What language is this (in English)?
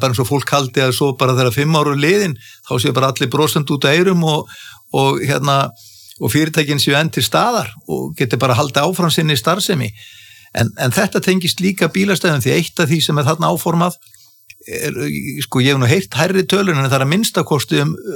Icelandic